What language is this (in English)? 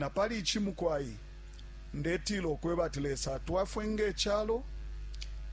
Bemba